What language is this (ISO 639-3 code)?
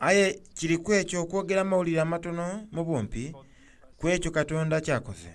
xog